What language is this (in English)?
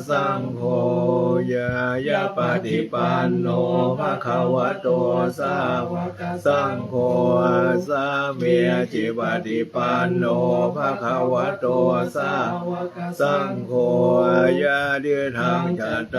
Pali